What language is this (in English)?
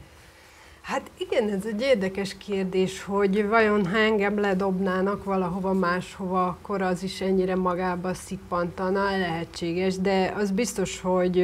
Hungarian